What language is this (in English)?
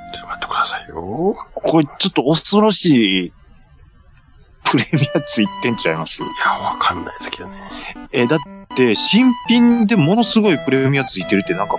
Japanese